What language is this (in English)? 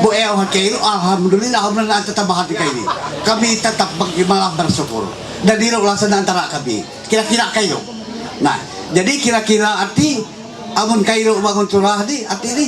Ma'anyan